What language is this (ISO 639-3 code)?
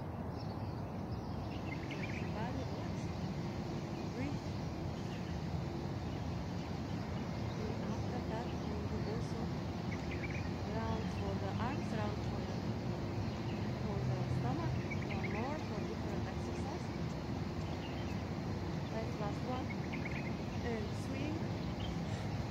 eng